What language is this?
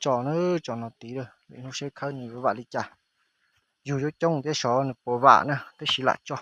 Hmong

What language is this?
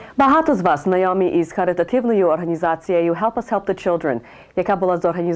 Ukrainian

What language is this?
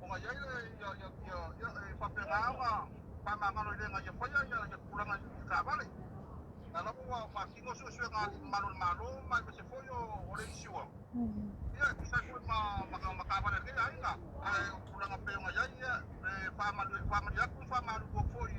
Samoan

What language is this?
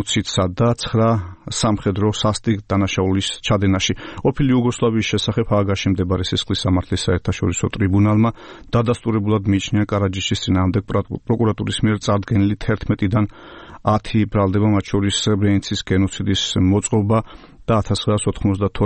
Georgian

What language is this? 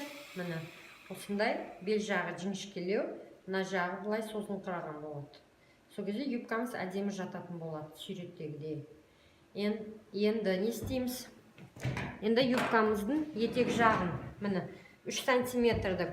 Kazakh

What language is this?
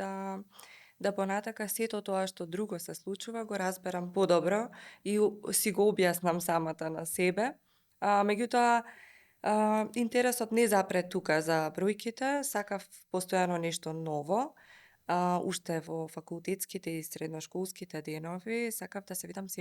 Macedonian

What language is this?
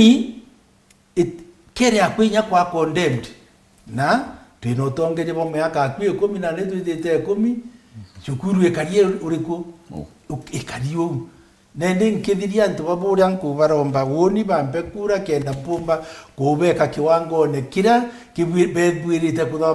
Meru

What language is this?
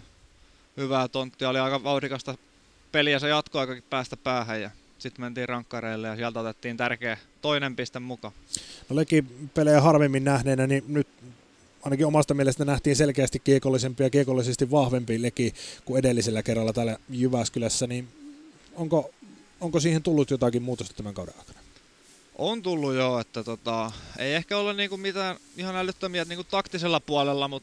Finnish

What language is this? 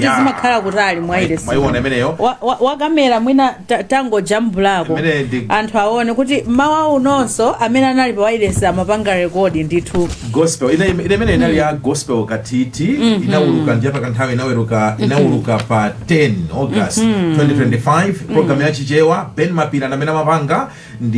Nyanja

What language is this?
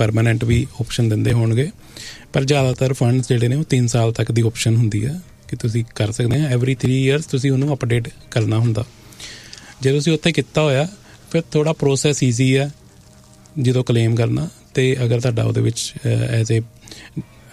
Punjabi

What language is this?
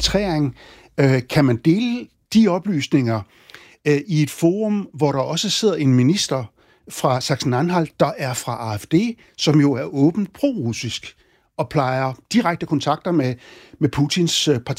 Danish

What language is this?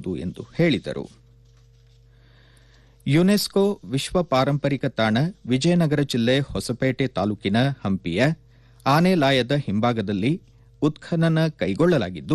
Kannada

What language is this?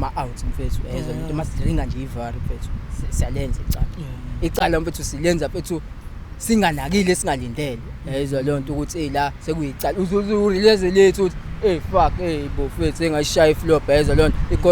Zulu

